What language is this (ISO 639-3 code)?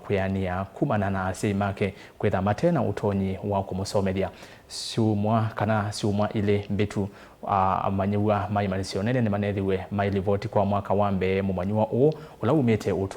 kam